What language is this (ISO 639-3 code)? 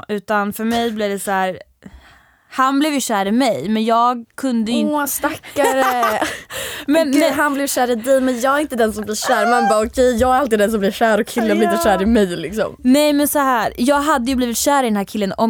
swe